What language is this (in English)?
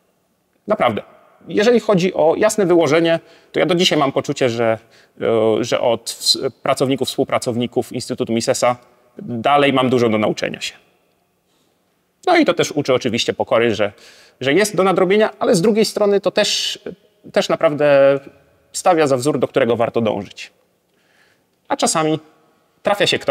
Polish